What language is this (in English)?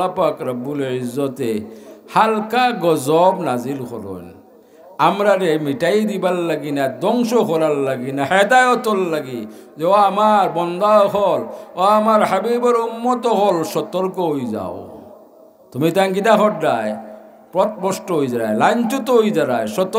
Sylheti